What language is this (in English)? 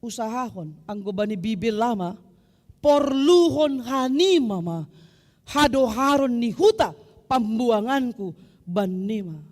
Batak Simalungun